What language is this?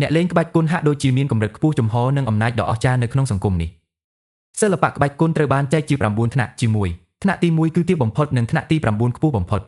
Khmer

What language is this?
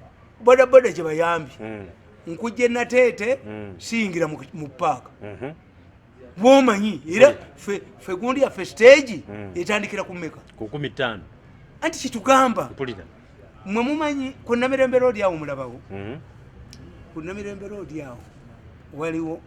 Ganda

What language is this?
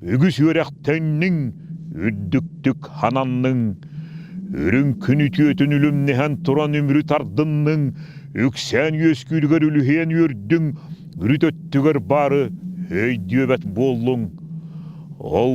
Yakut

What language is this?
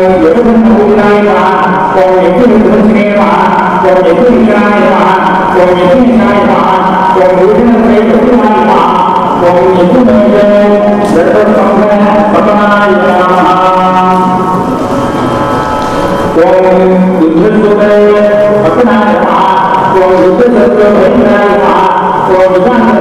Tamil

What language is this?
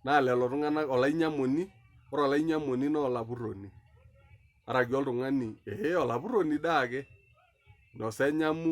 Masai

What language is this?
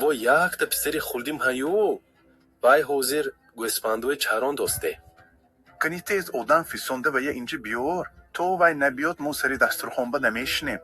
Tajik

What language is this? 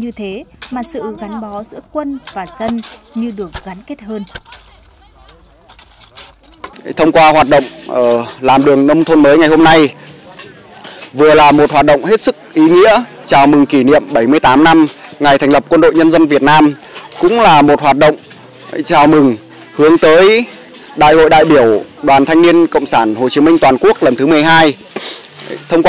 Vietnamese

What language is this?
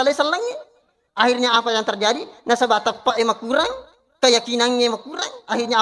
Buginese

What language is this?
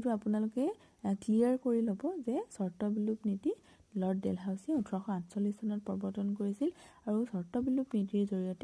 Assamese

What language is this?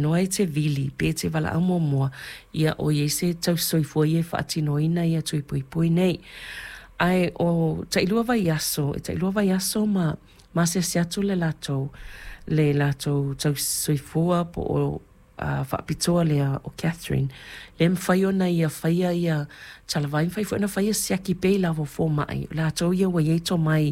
Samoan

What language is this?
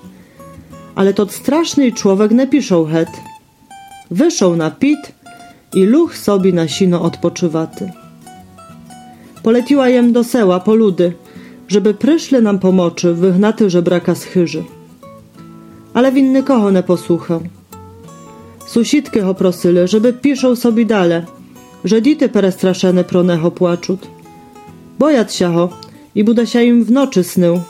Rusyn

